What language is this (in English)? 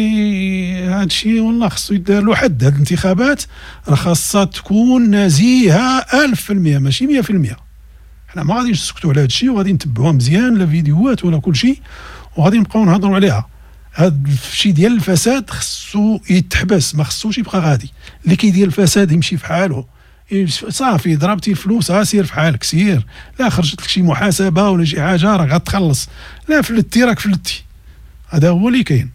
Moroccan Arabic